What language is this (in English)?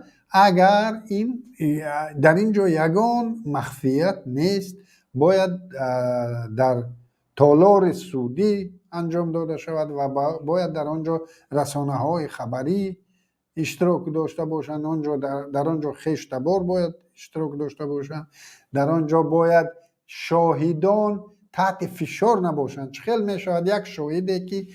Tajik